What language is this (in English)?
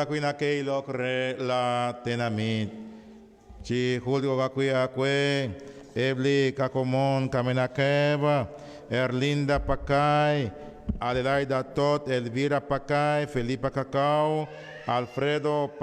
Kekchí